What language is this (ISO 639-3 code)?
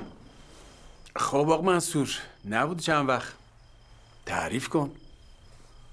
fas